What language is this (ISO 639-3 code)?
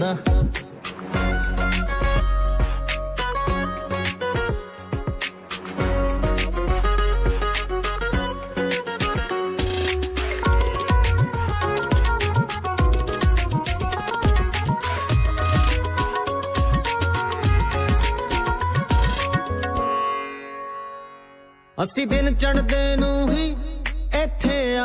pan